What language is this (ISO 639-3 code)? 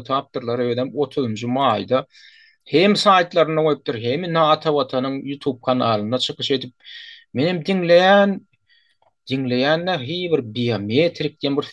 tuk